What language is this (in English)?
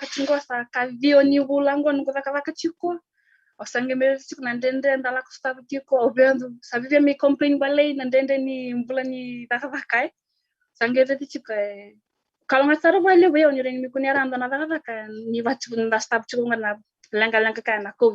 Fijian